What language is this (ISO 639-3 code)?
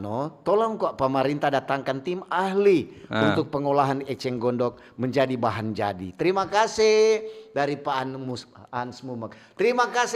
xmm